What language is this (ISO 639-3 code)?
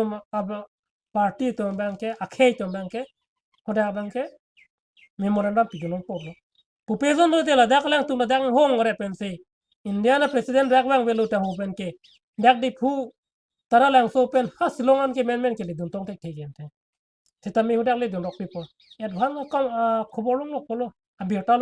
mjw